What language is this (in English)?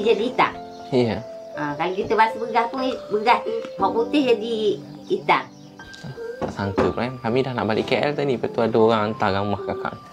Malay